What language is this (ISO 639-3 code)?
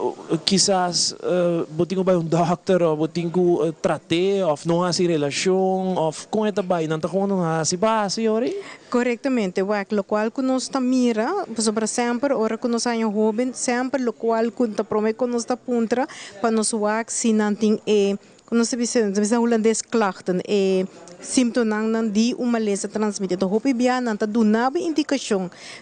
pap